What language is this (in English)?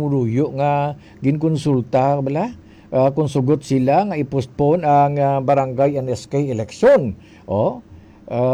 Hiligaynon